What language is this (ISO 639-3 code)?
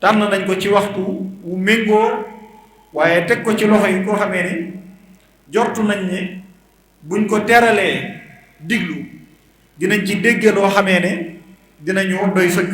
wol